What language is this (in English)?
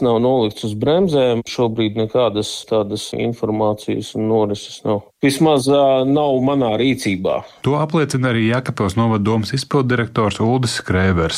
Latvian